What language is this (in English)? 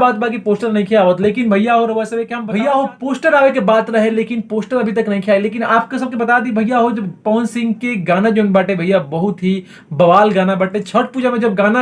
Bhojpuri